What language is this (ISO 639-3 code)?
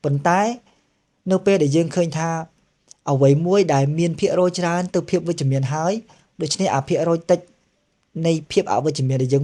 khm